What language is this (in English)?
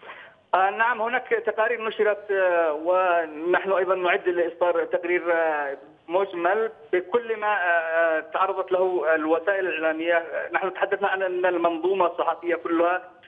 Arabic